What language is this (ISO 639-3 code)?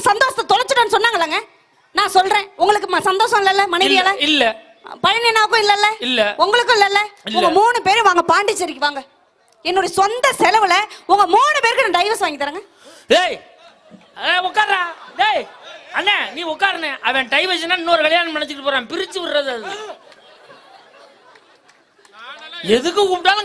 tam